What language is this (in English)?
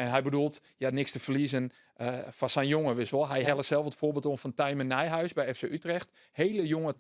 Western Frisian